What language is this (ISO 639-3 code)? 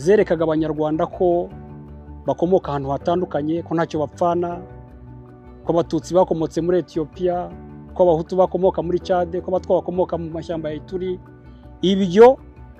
kin